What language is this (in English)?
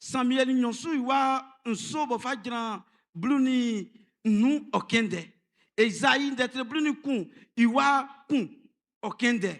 Baoulé